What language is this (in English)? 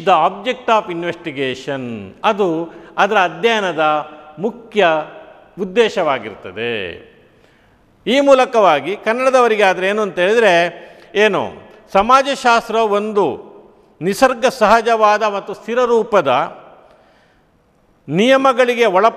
Kannada